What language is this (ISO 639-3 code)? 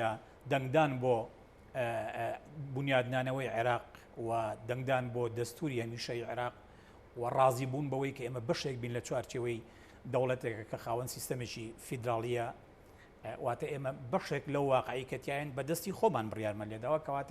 ckb